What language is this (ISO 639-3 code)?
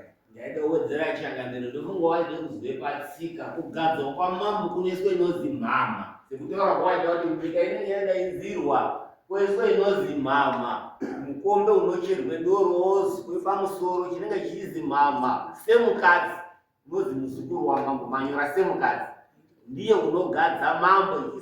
sna